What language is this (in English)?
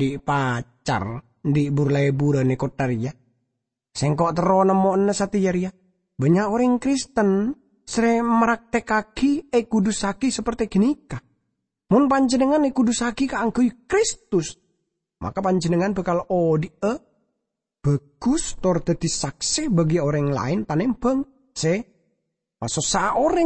Madurese